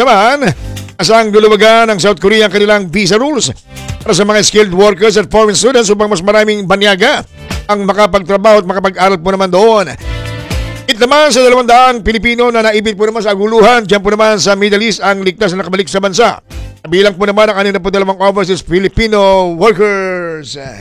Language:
Filipino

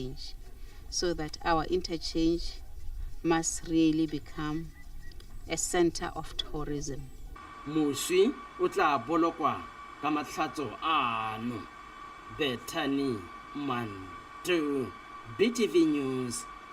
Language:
Tswana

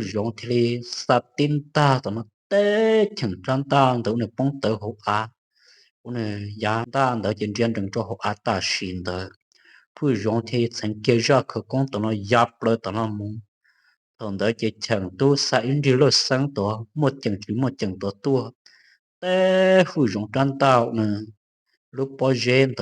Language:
Hmong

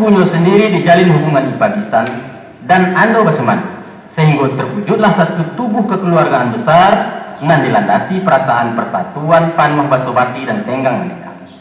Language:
Minangkabau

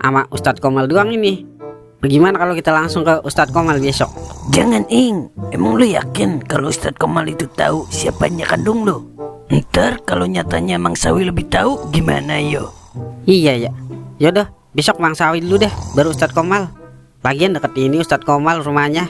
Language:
Betawi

